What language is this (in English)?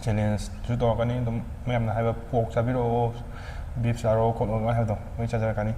Manipuri